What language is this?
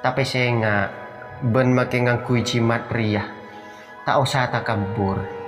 Madurese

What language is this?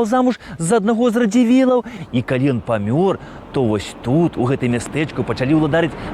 Belarusian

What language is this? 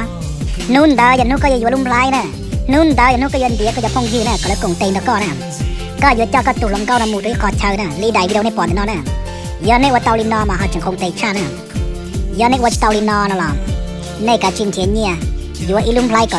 Hmong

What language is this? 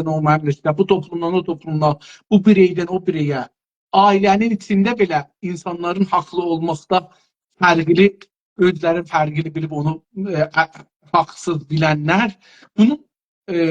South Azerbaijani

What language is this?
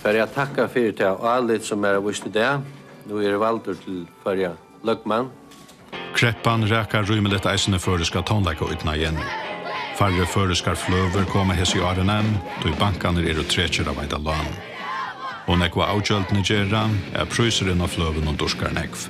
Faroese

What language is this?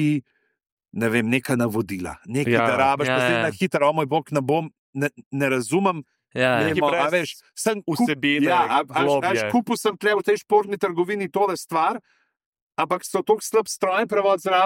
Slovenian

